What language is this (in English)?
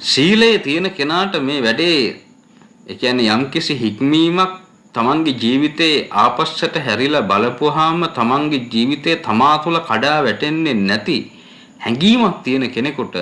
Sinhala